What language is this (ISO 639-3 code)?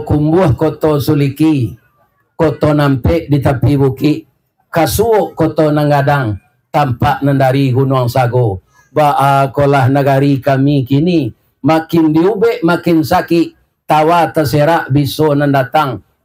min